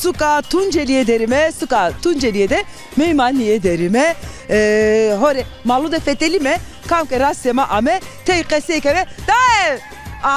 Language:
Zaza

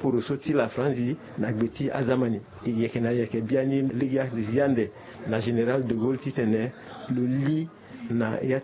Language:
Sango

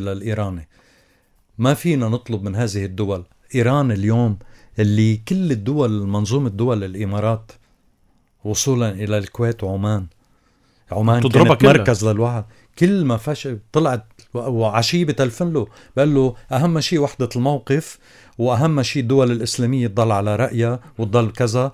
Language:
North Levantine Arabic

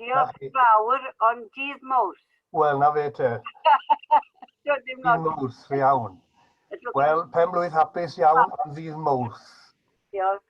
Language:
Welsh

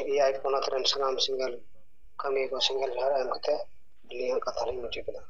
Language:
Santali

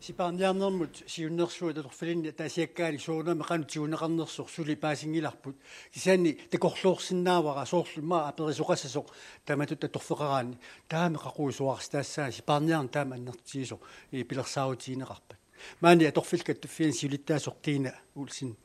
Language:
Kalaallisut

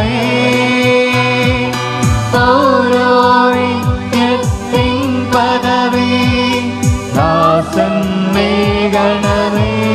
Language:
Malayalam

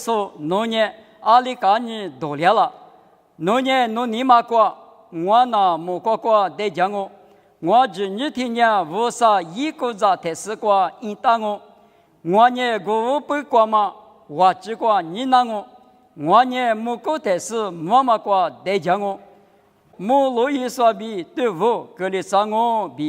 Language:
Lisu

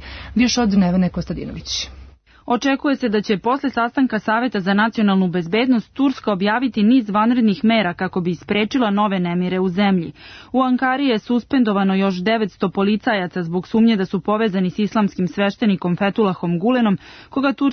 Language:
Serbian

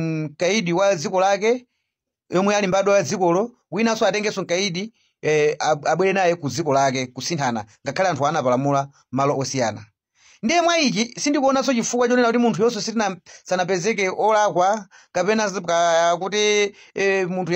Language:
Nyanja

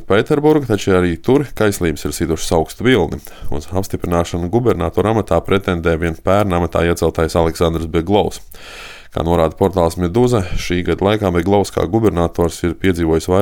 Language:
Latvian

